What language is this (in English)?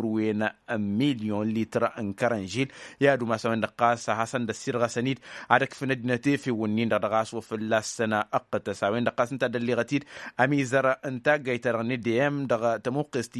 Tamasheq